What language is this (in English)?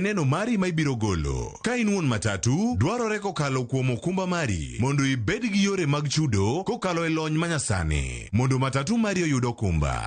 Luo (Kenya and Tanzania)